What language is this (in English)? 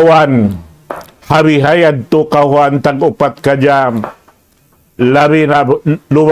Tausug